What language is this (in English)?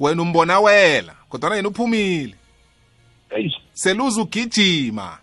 South Ndebele